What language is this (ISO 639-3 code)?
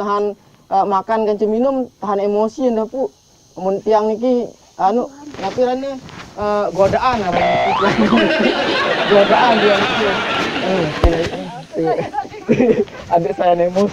sas